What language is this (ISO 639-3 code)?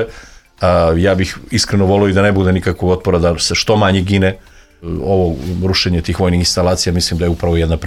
srp